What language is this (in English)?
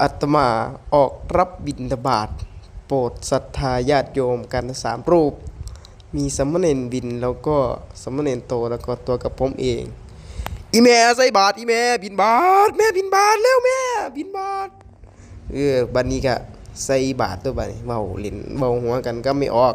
Northeastern Thai